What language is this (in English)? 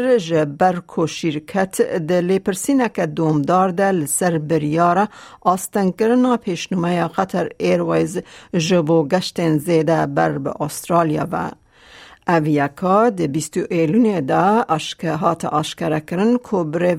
Kurdish